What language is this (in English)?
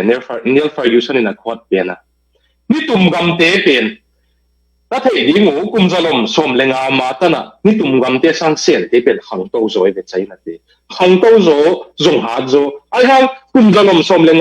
Tedim Chin